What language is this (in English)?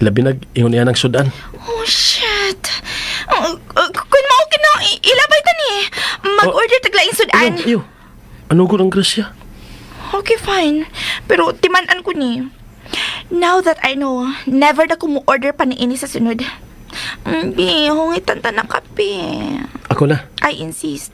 Cebuano